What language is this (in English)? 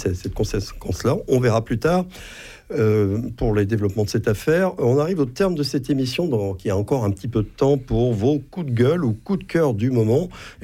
French